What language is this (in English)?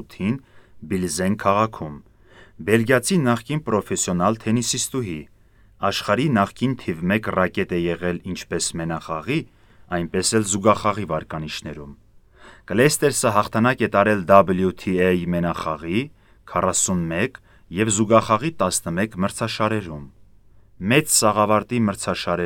Armenian